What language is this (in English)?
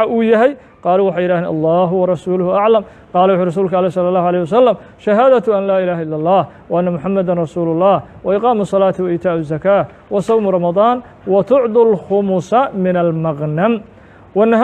Somali